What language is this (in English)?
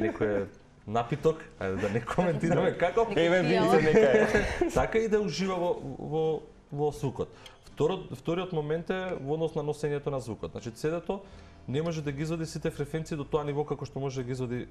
Macedonian